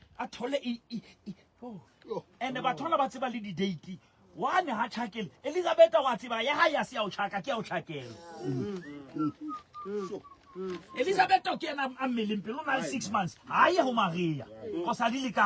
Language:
Southern Sotho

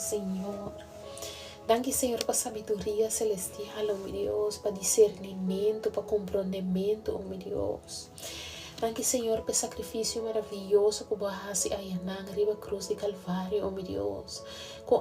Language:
Papiamento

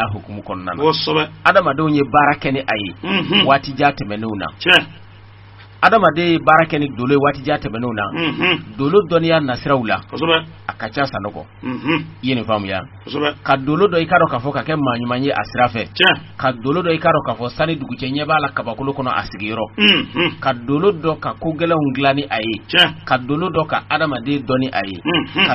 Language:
Bambara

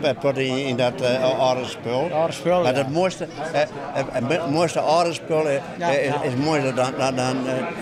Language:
Western Frisian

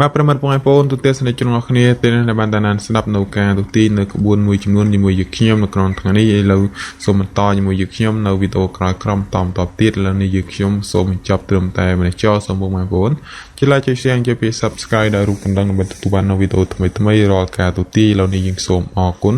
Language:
Khmer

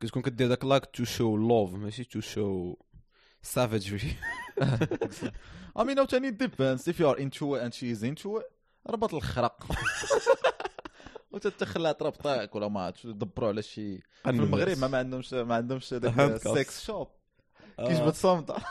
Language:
Moroccan Arabic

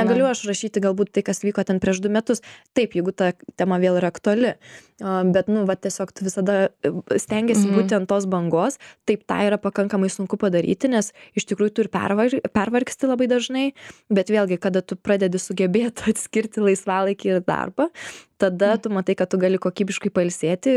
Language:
Lithuanian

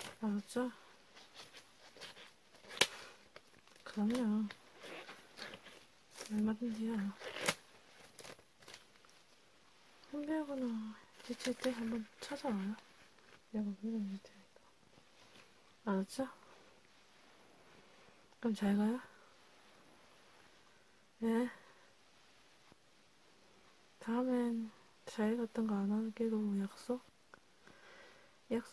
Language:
Korean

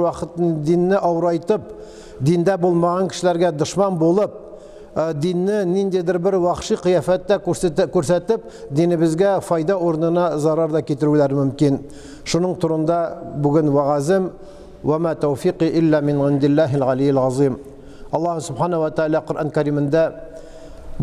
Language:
Tatar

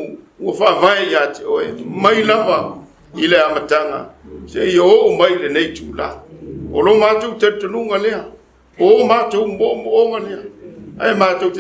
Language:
Samoan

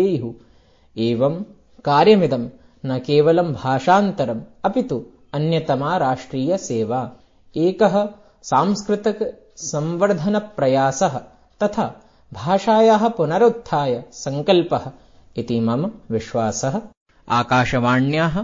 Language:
Sanskrit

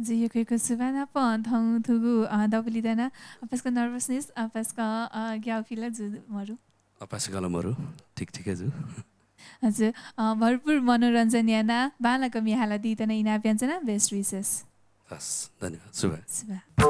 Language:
Newari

